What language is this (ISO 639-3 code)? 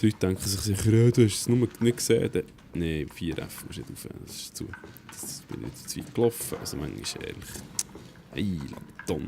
gsw